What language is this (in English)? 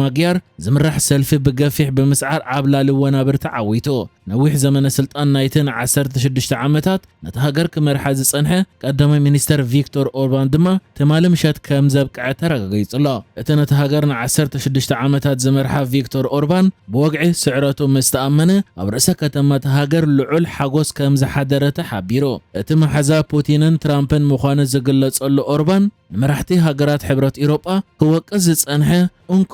Tigrinya